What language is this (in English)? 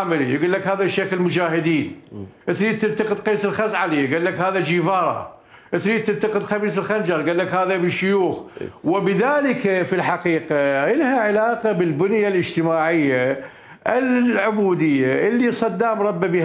Mesopotamian Arabic